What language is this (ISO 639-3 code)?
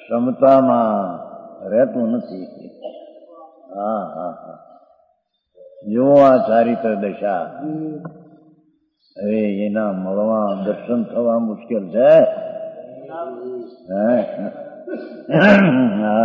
guj